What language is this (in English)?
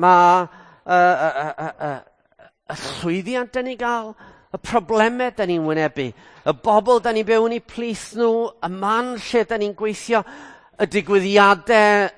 Welsh